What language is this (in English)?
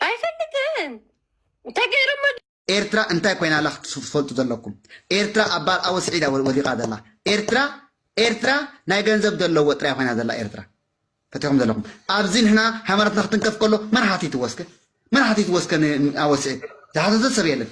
Tigrinya